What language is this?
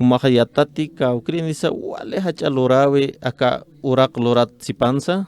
Aymara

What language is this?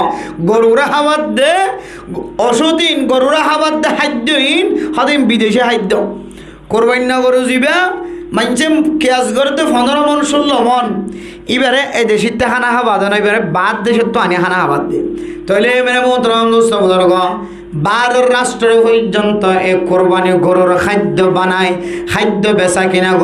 Rohingya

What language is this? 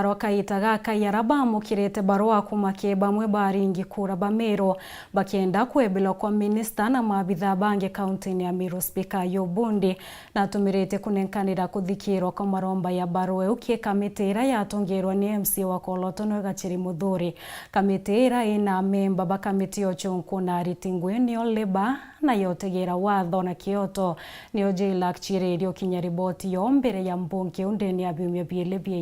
Meru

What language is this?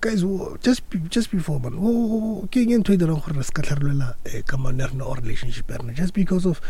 Northern Sotho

